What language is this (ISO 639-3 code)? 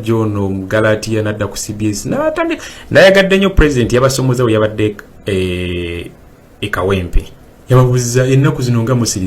lug